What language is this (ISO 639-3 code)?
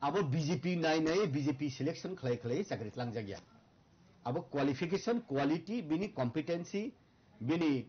trp